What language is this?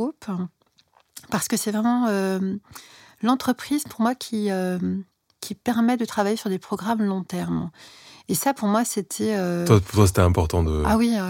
French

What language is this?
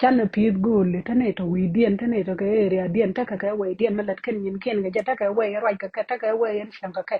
Nuer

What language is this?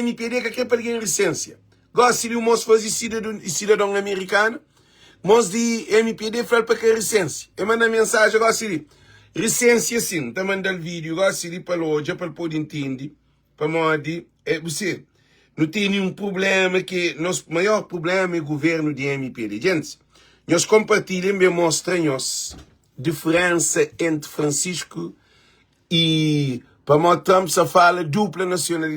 Kabuverdianu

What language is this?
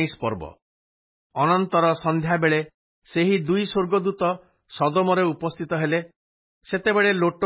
Odia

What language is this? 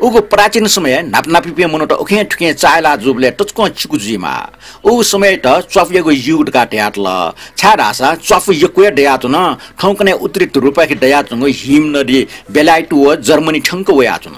Newari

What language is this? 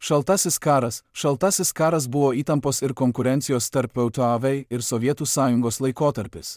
Lithuanian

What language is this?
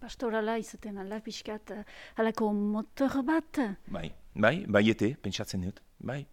Basque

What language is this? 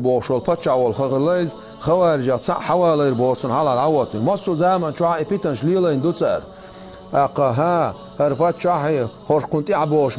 Chechen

